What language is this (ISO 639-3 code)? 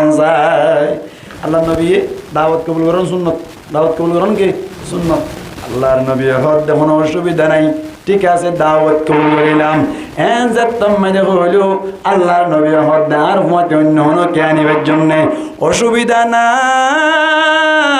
rhg